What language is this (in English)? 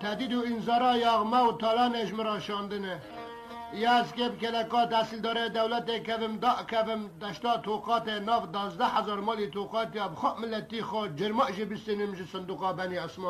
Kurdish